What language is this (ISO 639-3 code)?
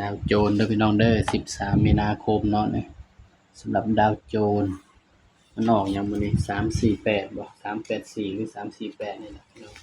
tts